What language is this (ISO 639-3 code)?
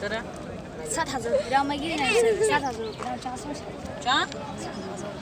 tgk